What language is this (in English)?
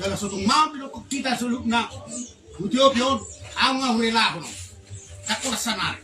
Batak Toba